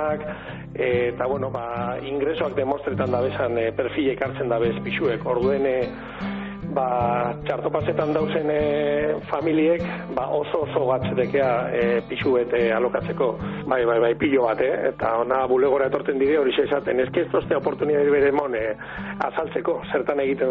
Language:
Basque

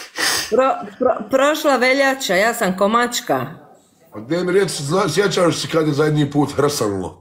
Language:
Croatian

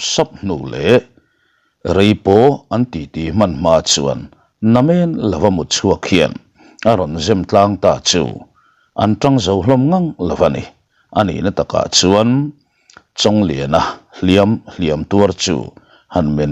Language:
Mizo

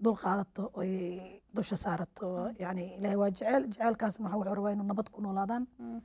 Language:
Somali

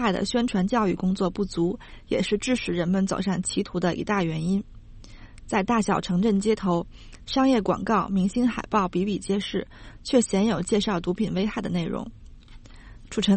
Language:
Chinese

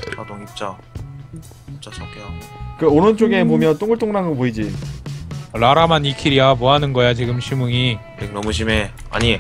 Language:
Korean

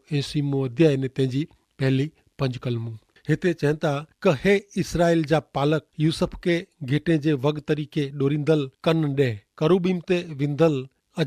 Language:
Kachhi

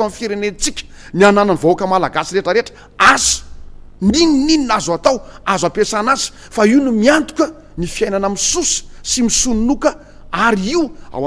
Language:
Malagasy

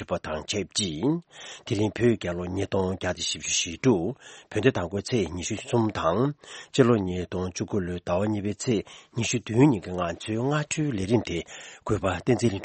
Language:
Tibetan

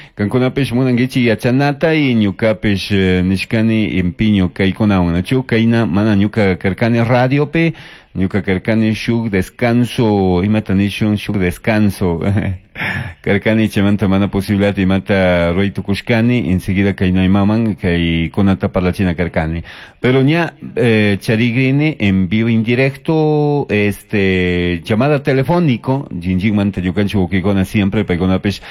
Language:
Chimborazo Highland Quichua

